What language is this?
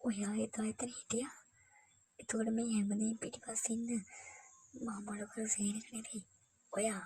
Sinhala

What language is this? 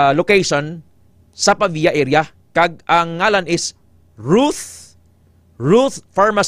Hiligaynon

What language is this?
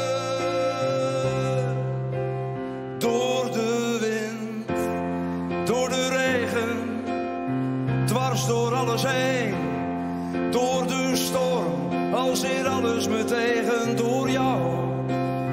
Dutch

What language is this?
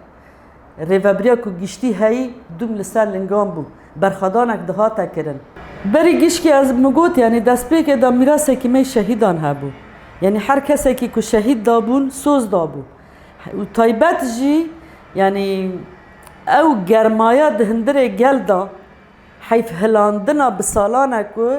Kurdish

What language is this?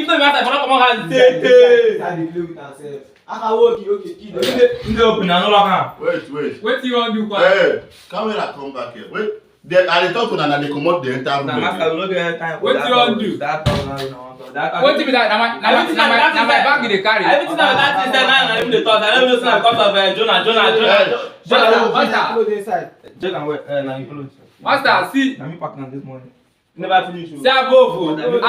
Nigerian Pidgin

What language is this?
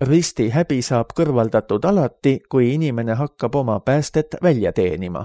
Estonian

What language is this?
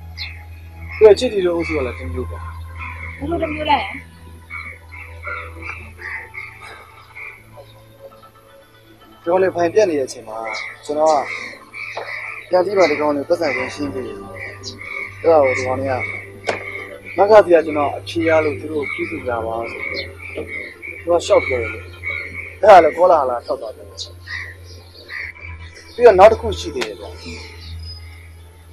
Burmese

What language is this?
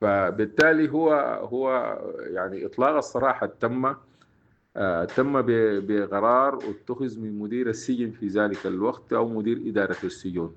Sudanese Arabic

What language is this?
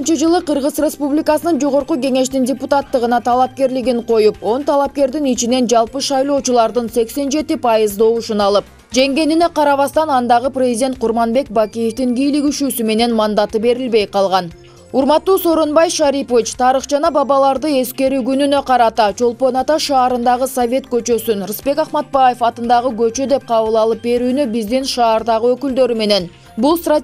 Kyrgyz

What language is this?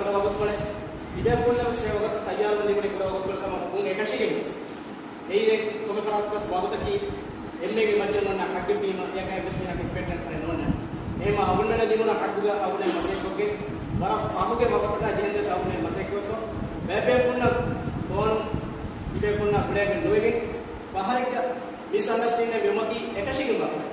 Divehi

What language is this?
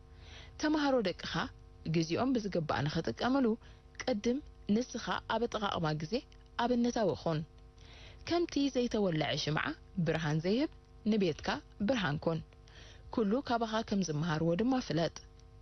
Tigrinya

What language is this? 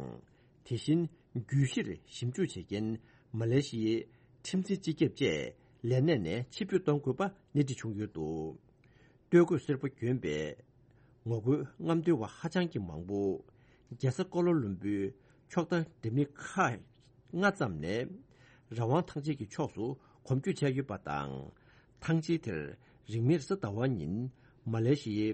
Tibetan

